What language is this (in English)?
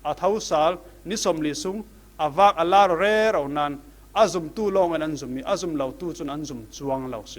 Falam Chin